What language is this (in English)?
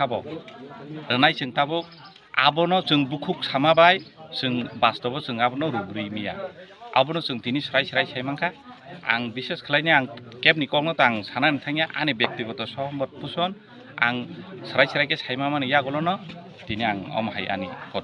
Kok Borok